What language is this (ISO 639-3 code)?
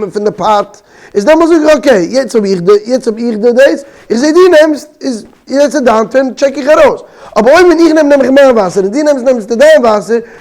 yid